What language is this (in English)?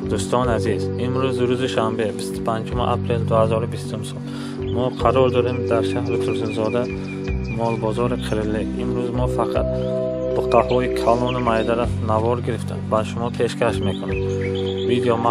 Tajik